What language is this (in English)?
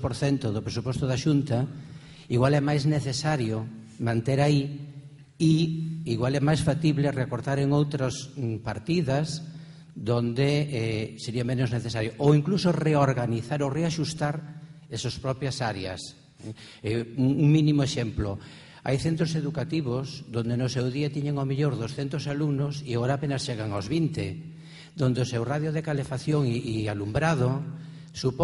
Galician